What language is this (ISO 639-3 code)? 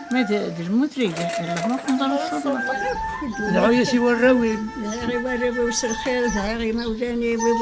kab